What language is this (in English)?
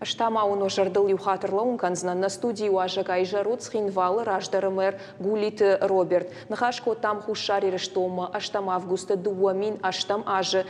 Ossetic